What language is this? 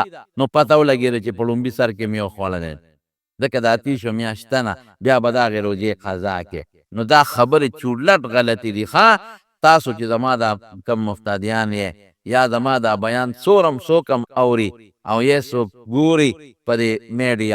Pashto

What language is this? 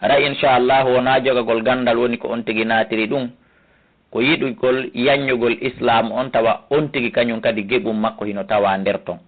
Fula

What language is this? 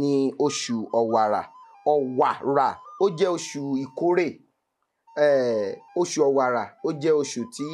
Yoruba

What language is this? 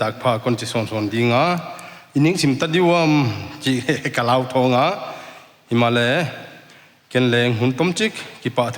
Paite Chin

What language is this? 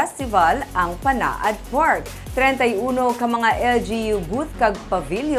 Hiligaynon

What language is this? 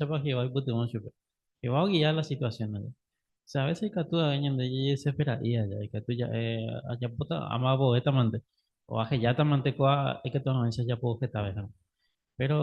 Guarani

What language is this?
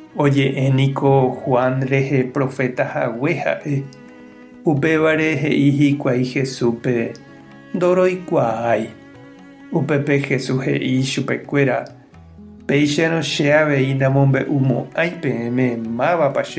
Guarani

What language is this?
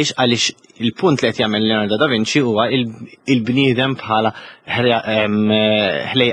Maltese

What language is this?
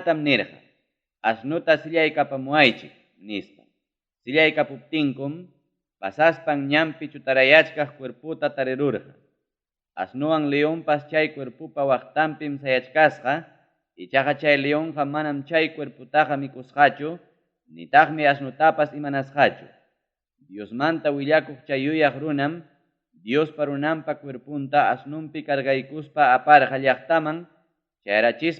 Ayacucho Quechua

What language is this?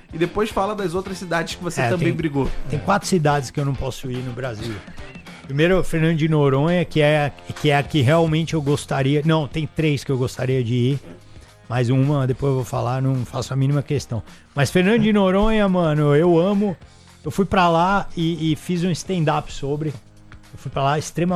Portuguese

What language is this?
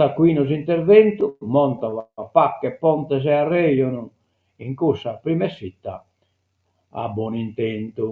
Sardinian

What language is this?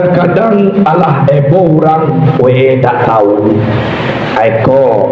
Minangkabau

